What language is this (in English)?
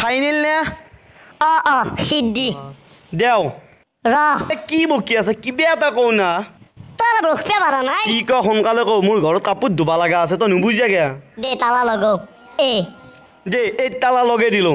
Assamese